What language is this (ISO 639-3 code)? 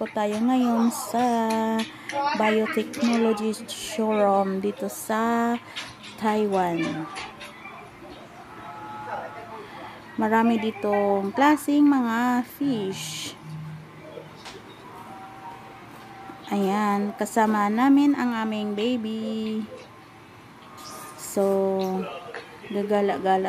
fil